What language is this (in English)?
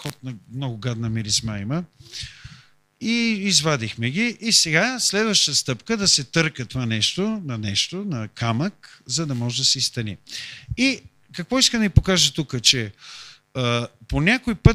Bulgarian